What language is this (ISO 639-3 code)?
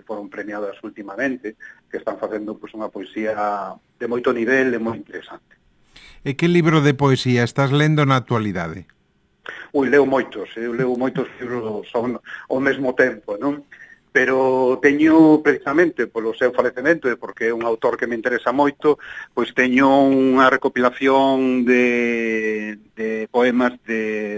glg